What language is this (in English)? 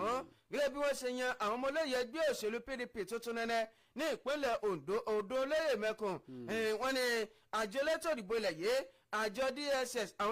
Yoruba